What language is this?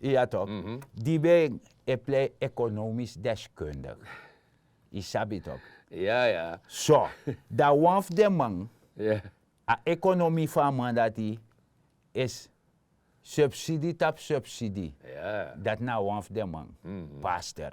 Sranan Tongo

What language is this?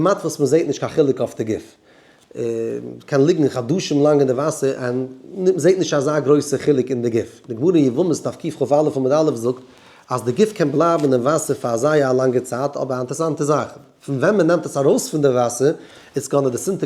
Yiddish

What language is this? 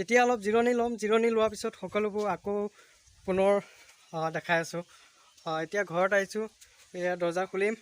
Assamese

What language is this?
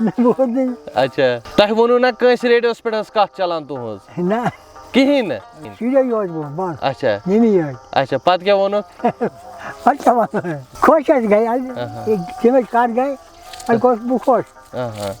Kashmiri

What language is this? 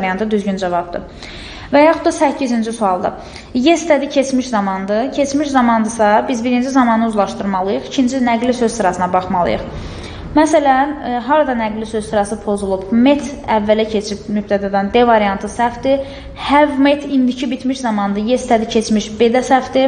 Azerbaijani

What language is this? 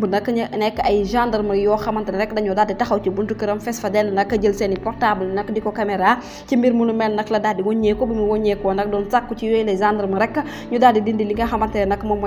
Wolof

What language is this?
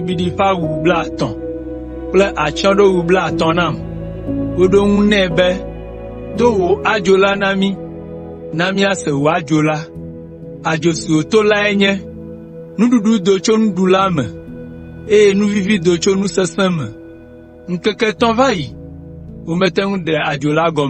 Ewe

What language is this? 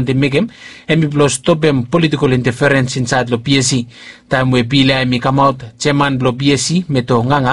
Bislama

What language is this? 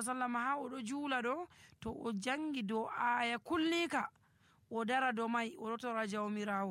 Nigerian Fulfulde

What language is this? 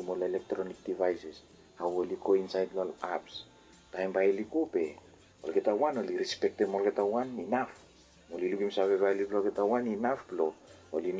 Bislama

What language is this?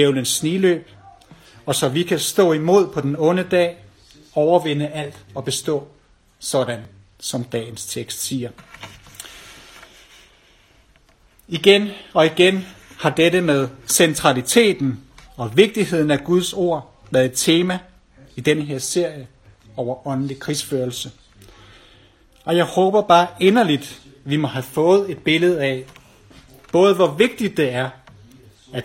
Danish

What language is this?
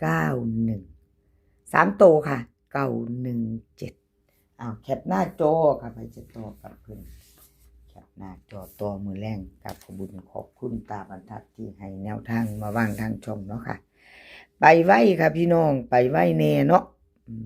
Northeastern Thai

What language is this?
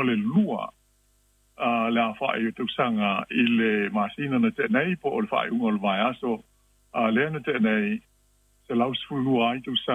Samoan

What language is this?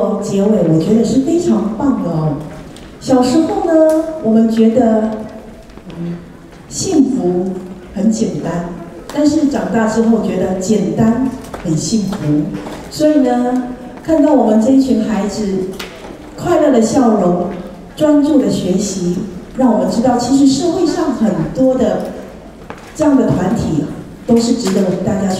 Chinese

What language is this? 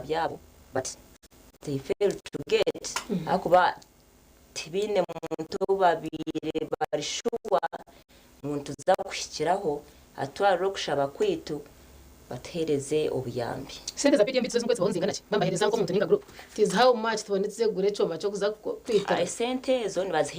Nyankole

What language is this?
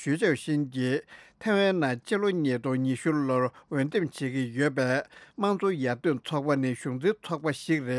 Tibetan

